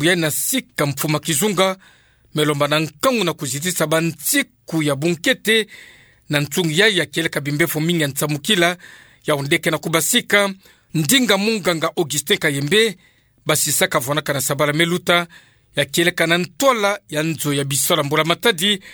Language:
Kituba (Democratic Republic of Congo)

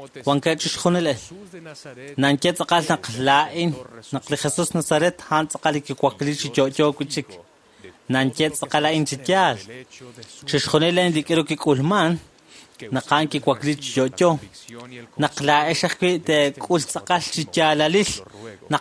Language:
Kekchí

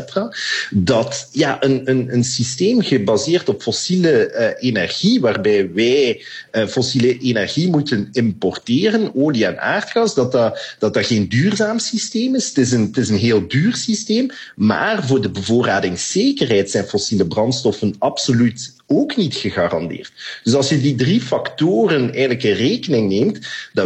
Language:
Dutch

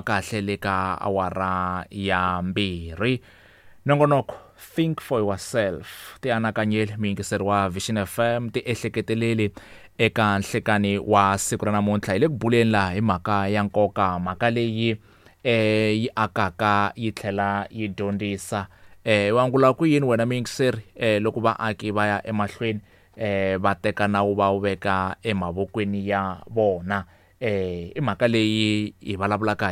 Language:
Tsonga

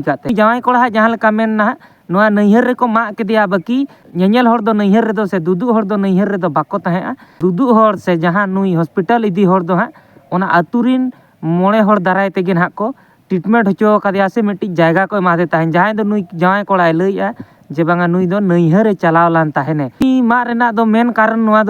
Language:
Santali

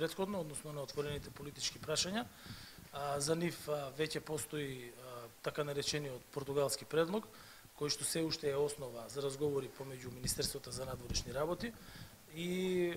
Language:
Macedonian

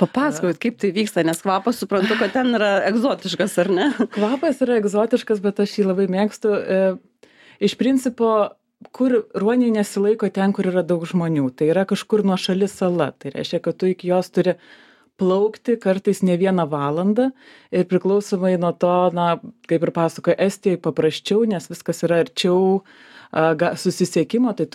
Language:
Lithuanian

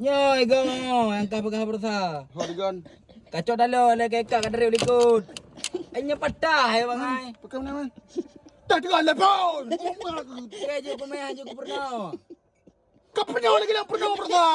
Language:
Achinese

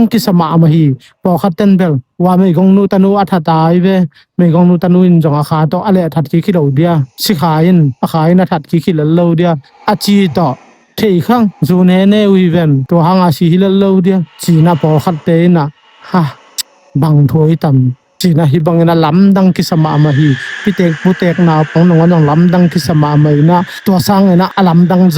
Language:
Tedim Chin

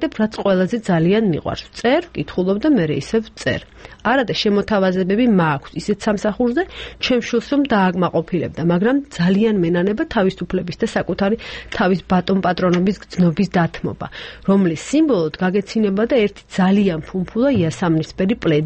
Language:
Georgian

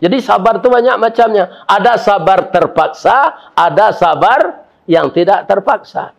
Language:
Minangkabau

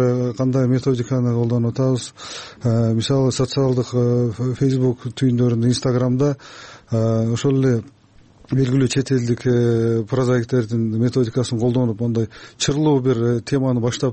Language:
Kyrgyz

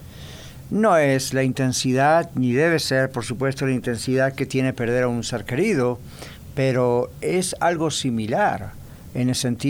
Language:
Spanish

